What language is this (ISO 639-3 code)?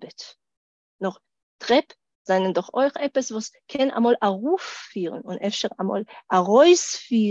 yid